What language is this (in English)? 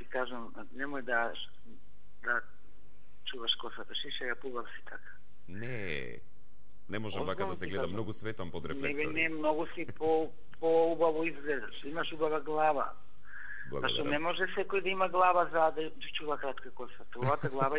Macedonian